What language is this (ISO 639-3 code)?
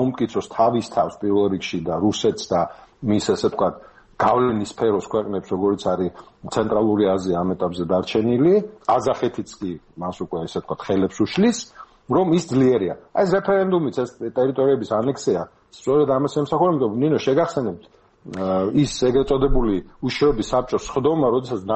kat